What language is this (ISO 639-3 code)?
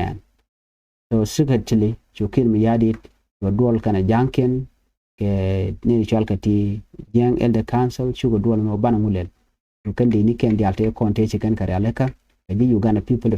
nus